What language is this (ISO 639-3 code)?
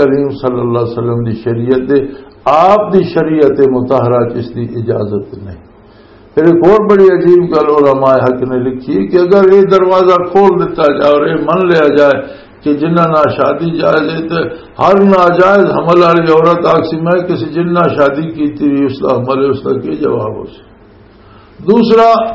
lah